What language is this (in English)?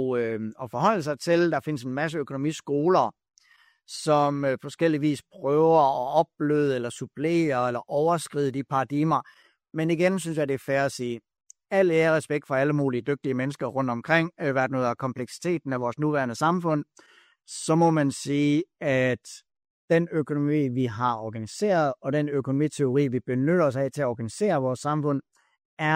Danish